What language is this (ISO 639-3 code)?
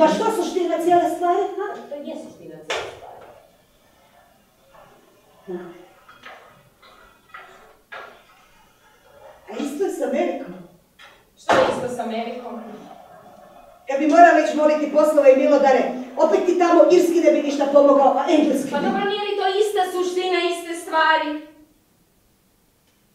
hrv